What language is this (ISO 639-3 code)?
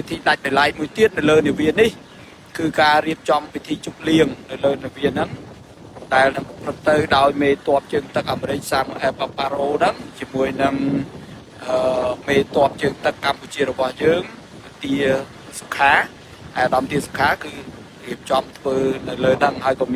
khm